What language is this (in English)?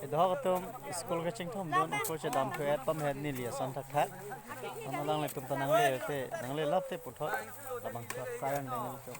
Karbi